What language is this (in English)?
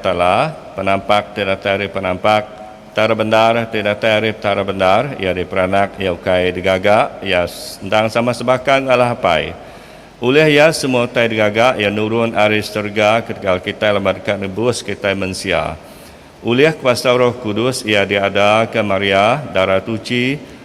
Iban